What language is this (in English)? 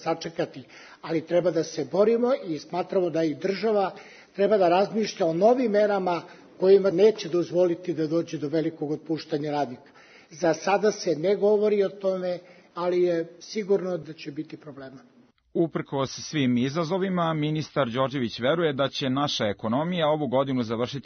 Serbian